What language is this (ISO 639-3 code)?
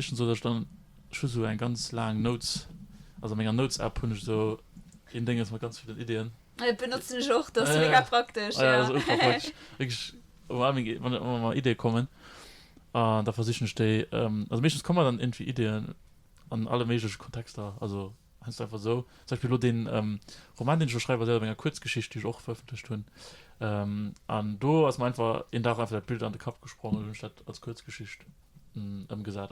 ltz